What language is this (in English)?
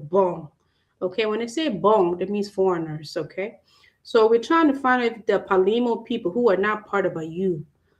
Acoli